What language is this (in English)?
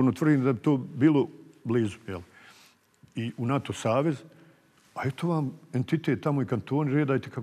Bosnian